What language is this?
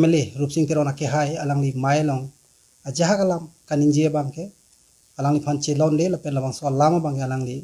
Karbi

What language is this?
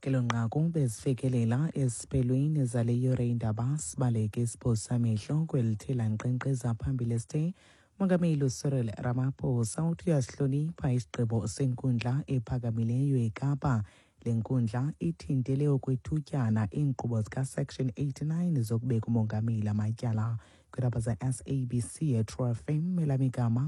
Xhosa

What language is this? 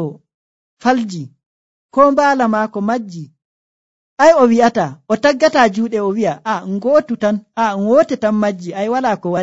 Nigerian Fulfulde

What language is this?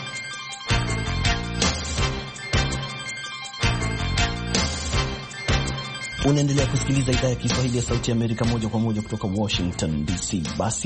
Swahili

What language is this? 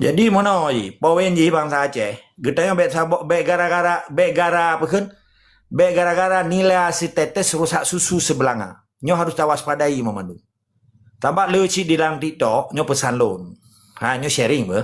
Achinese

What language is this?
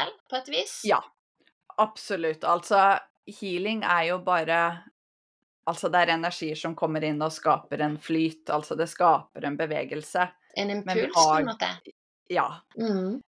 Norwegian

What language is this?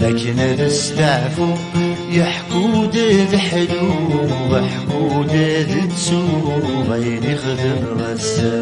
Kabyle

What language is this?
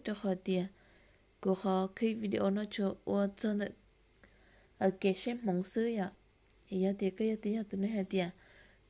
Hmong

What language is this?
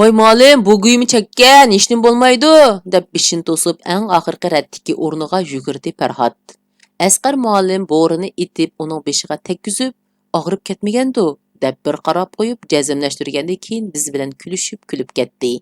Uyghur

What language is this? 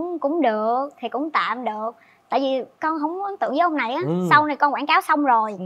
Vietnamese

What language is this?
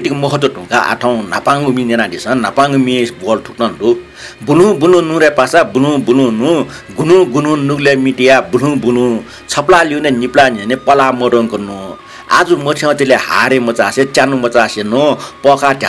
Newari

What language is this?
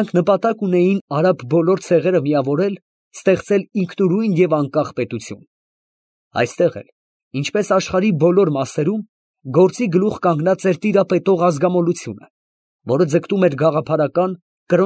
Armenian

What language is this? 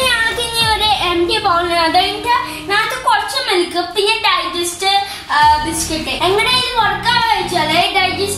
Malayalam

